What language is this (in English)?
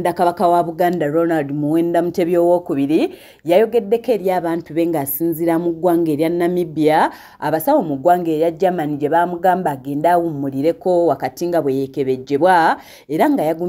Ganda